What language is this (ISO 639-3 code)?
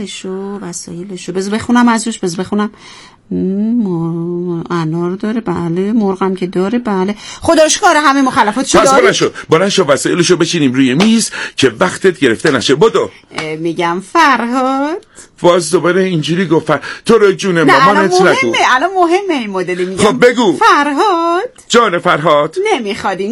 fas